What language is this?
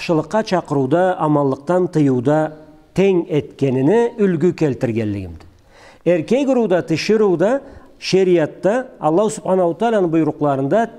Karachay-Balkar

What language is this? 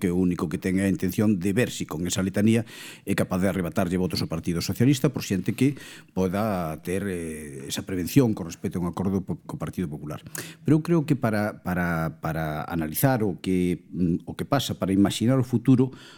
Galician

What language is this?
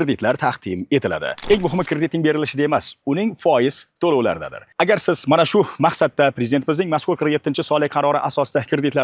Uzbek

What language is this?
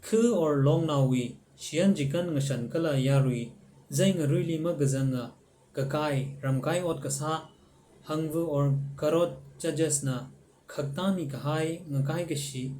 Tangkhul Naga (India)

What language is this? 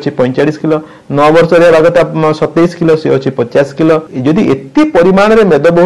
Odia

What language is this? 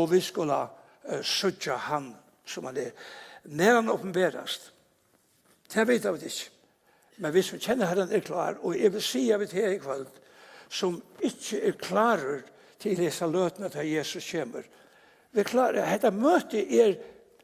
Faroese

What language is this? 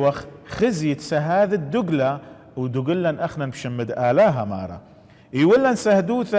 Assyrian Neo-Aramaic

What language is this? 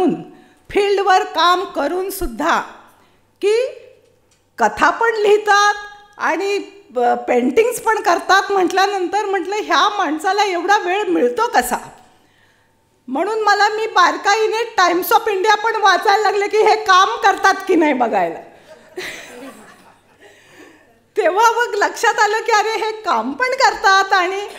Marathi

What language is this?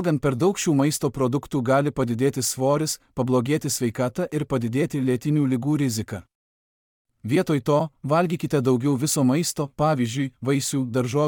Lithuanian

